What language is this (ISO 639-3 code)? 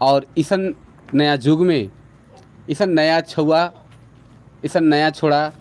sck